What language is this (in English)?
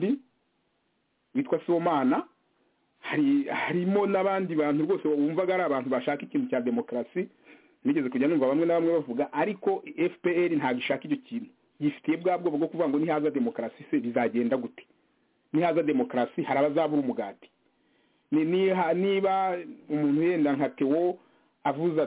Kinyarwanda